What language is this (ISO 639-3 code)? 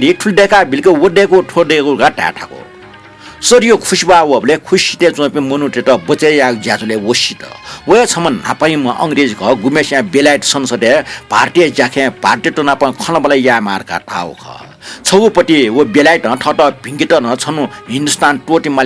new